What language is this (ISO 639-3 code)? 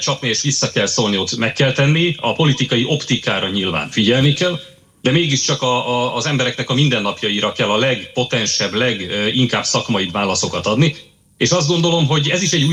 hun